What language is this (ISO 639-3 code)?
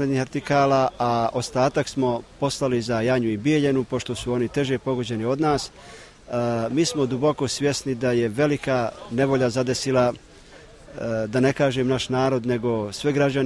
bos